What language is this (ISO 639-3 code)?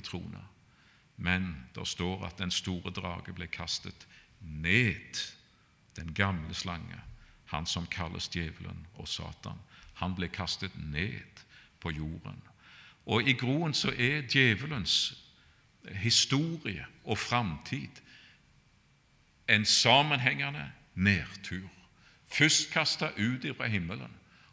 nor